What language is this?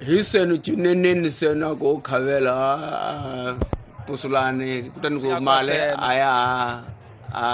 Tsonga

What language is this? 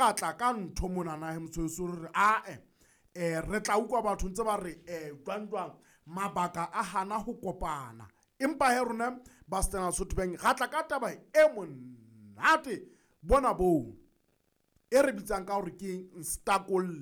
Southern Sotho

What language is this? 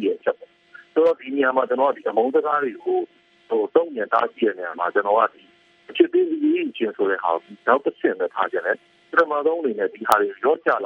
Burmese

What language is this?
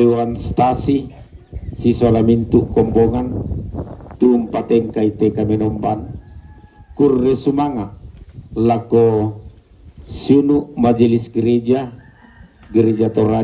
Toraja-Sa'dan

